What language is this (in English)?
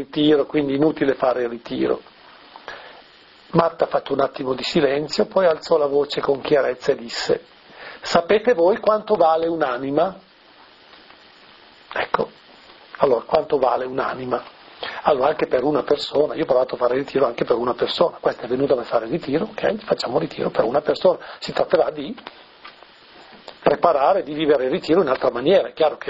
Italian